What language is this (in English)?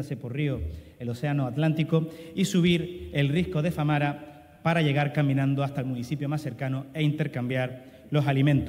Spanish